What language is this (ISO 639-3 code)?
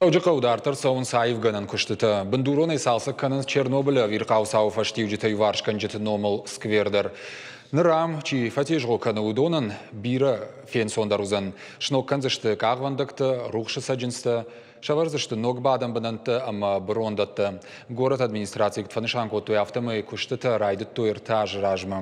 oss